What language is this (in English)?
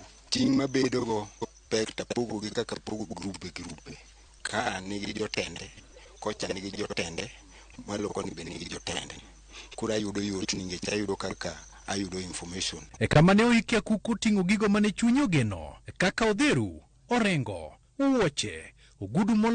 Luo (Kenya and Tanzania)